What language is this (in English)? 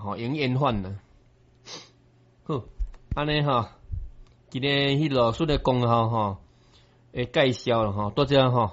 Min Nan Chinese